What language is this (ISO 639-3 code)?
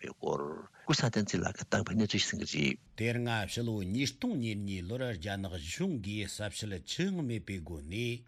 bod